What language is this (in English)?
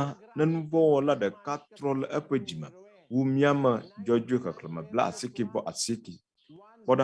Ewe